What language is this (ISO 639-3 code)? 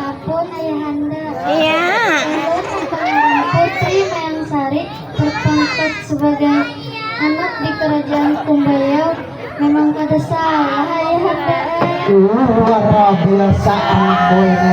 bjn